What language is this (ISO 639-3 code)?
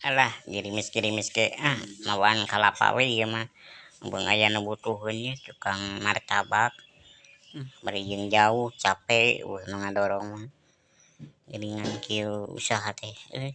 sun